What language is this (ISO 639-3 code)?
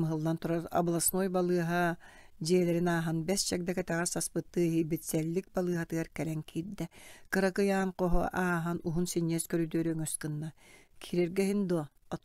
sah